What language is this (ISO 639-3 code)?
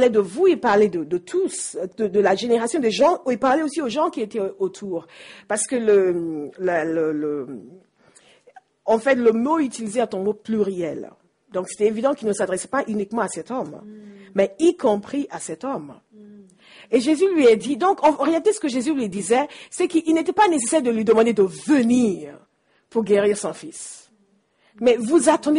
fra